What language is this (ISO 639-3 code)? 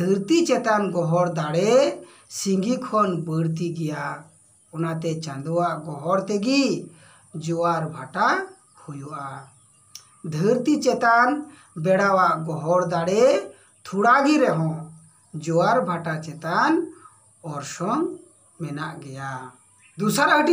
sat